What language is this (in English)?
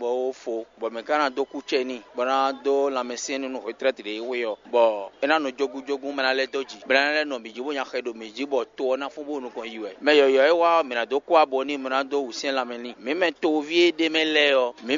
Fon